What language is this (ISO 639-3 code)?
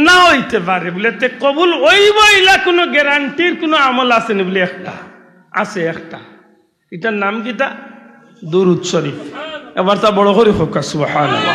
syl